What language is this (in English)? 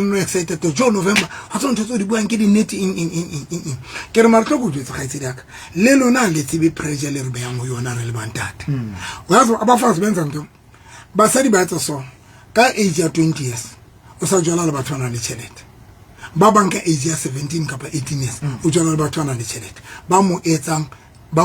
Southern Sotho